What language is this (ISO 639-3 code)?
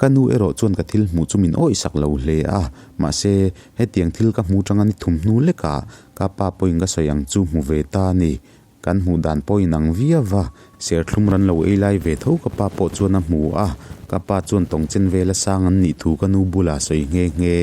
lus